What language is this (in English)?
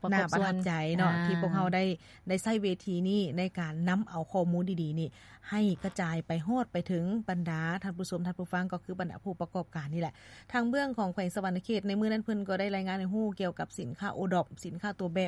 Lao